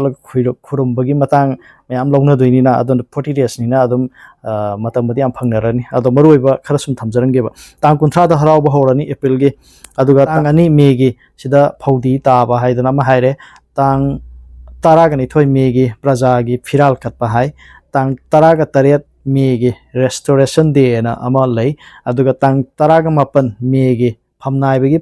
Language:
Manipuri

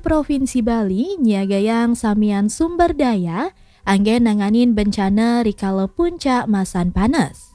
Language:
Balinese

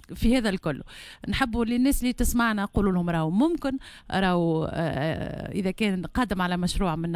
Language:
Tunisian Arabic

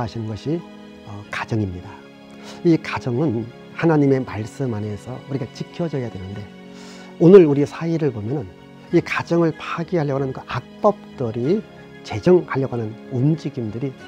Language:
Korean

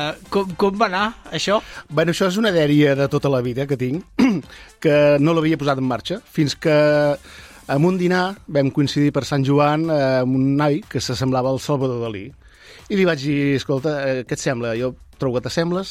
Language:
Catalan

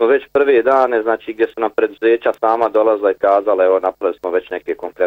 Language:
Bosnian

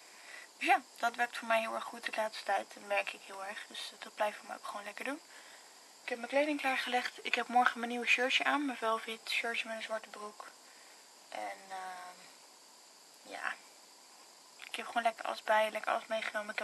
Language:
Dutch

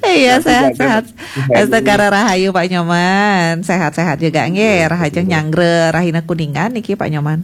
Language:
Balinese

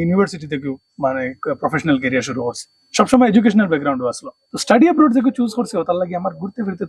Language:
Sylheti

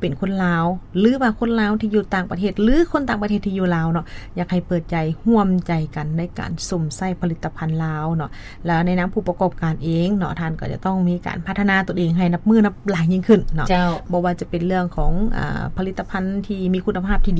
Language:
Lao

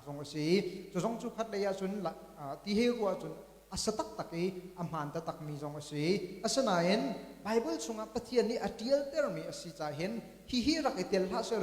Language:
Hakha Chin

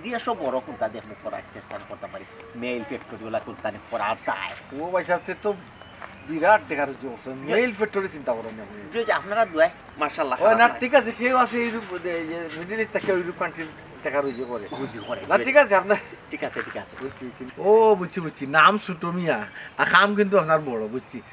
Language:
Sylheti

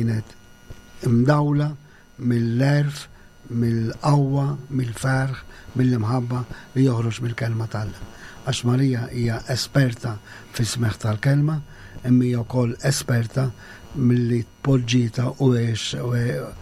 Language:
Maltese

